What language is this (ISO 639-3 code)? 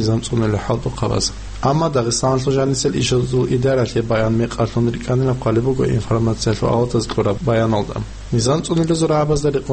ava